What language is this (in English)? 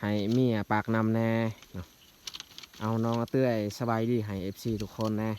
Lao